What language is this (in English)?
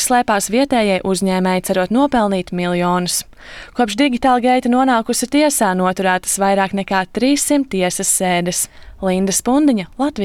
Latvian